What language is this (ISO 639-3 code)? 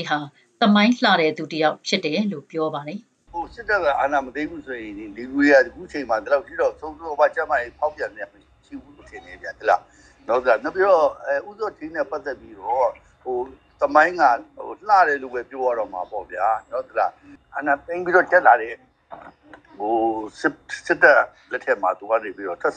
mya